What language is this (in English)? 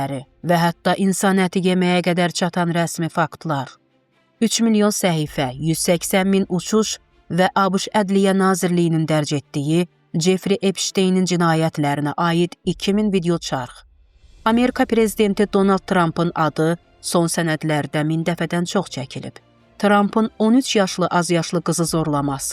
Azerbaijani